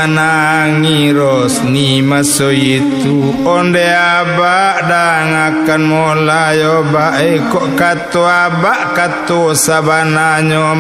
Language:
Minangkabau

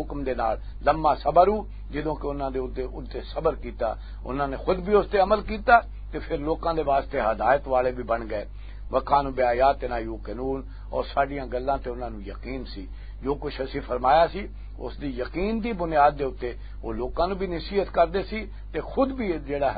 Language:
Western Panjabi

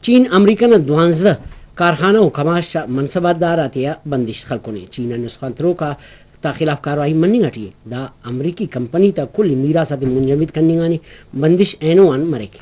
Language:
Brahui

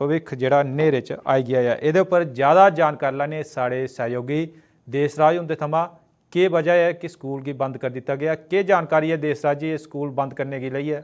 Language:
Dogri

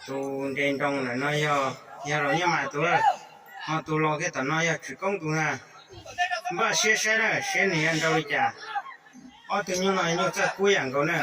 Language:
Hmong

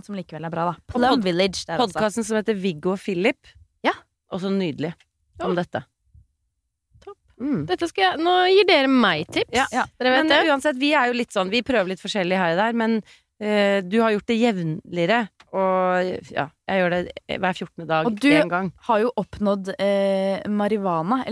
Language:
Norwegian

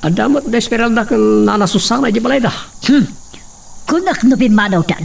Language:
Iloko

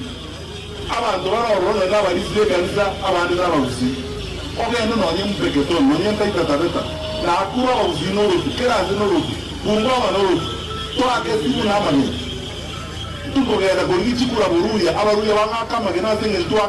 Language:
Gusii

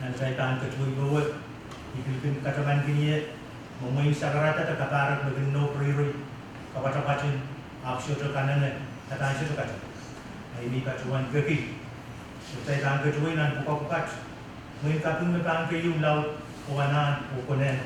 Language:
Pohnpeian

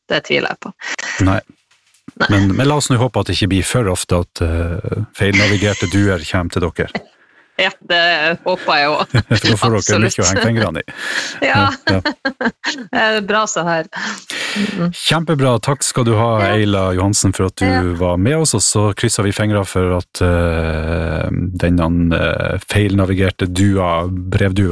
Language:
Norwegian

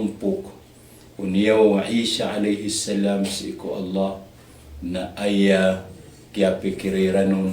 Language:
Maranao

